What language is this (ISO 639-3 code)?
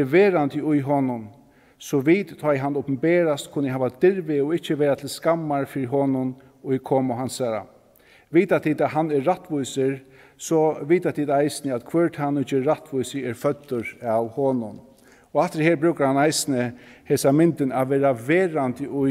fao